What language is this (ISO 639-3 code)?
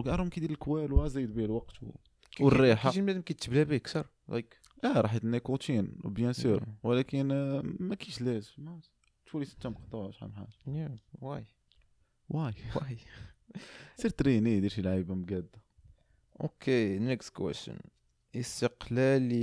ary